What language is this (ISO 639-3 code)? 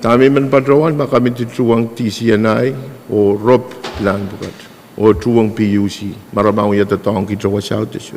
pon